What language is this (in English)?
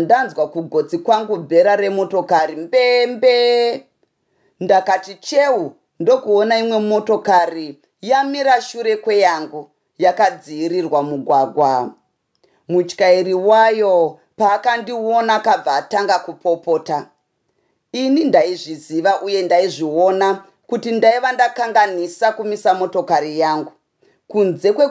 Shona